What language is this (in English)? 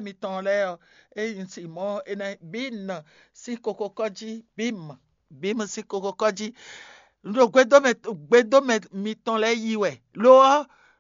Fon